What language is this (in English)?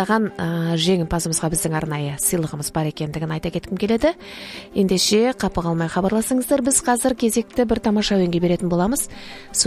Kazakh